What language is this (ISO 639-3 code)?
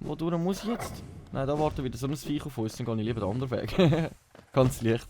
gsw